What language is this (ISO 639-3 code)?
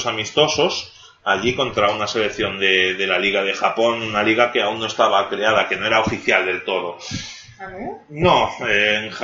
spa